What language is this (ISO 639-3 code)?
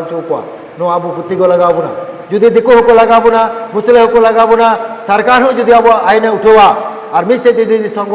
sat